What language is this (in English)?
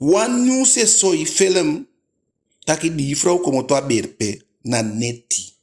Eastern Maroon Creole